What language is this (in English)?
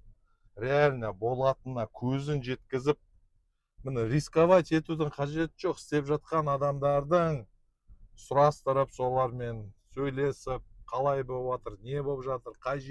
Kazakh